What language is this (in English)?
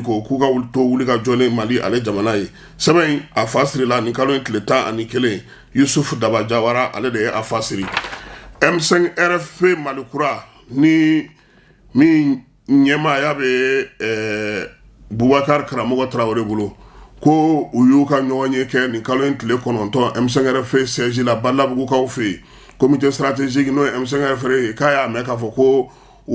Bambara